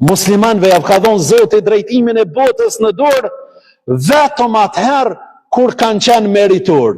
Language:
Albanian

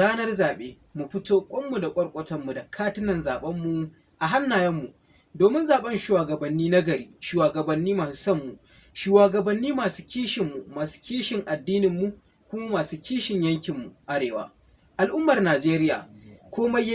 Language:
Hausa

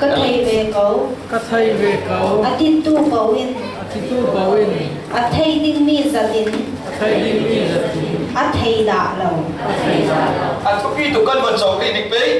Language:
Falam Chin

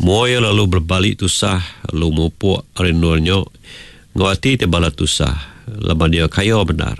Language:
Iban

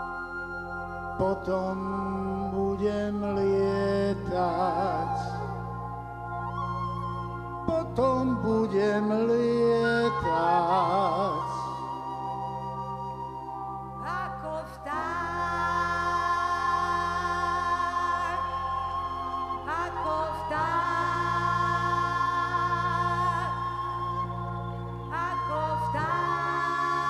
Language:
Slovak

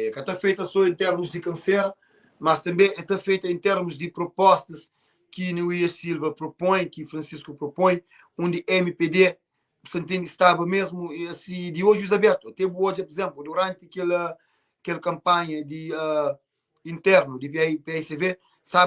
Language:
Kabuverdianu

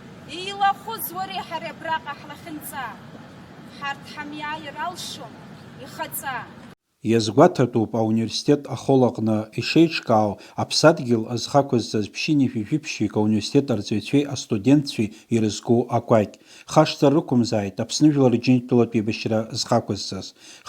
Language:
Abkhazian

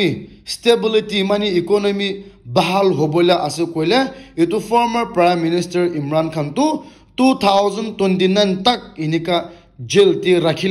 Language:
Naga Pidgin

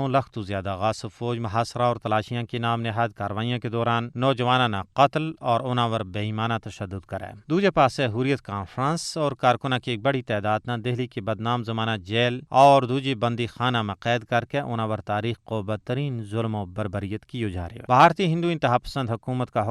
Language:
Gujari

